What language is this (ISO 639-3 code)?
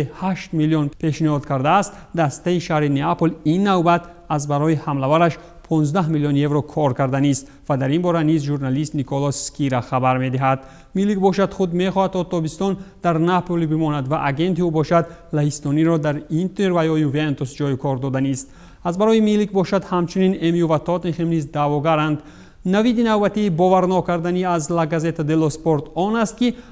tgk